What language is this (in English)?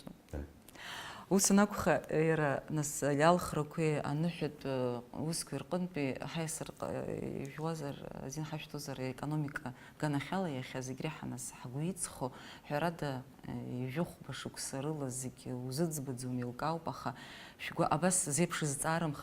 Abkhazian